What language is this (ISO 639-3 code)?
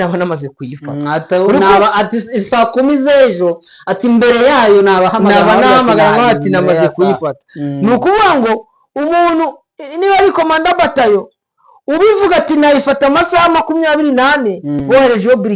kin